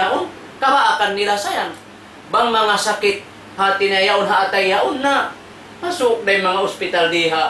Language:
Tausug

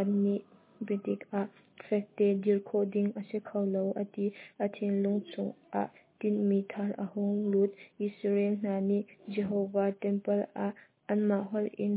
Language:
Hakha Chin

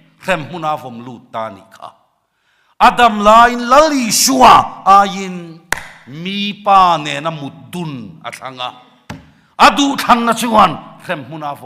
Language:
Mizo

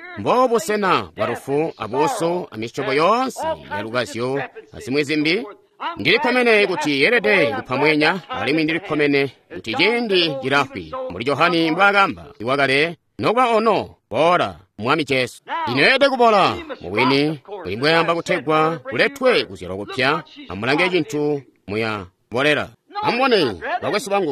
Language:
Tonga (Zambia)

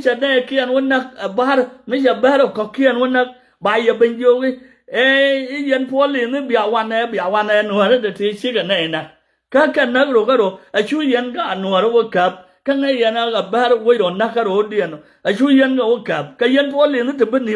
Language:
Nuer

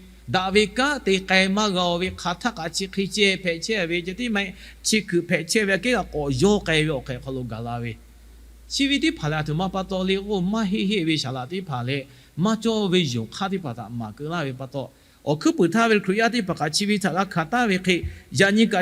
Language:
Lahu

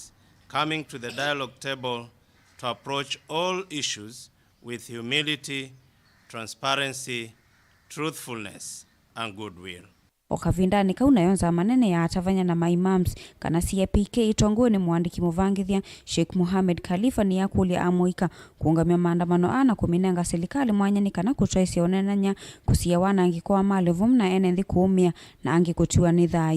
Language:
Kamba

